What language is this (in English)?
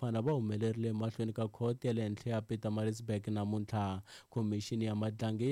Tsonga